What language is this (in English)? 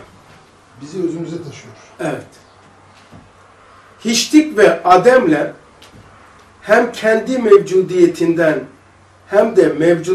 Turkish